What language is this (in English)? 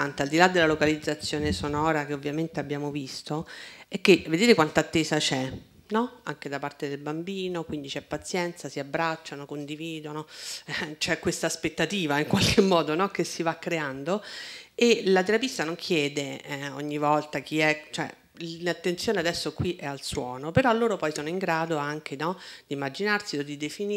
Italian